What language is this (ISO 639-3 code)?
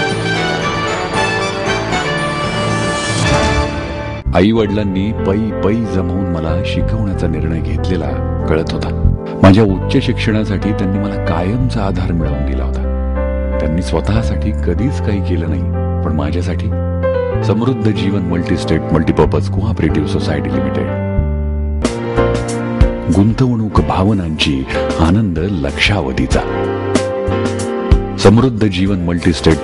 mar